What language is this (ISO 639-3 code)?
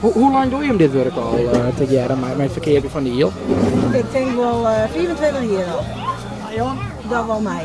fry